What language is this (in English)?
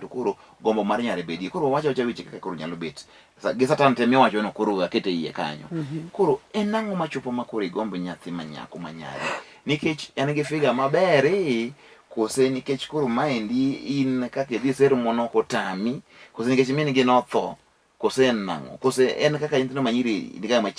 Luo (Kenya and Tanzania)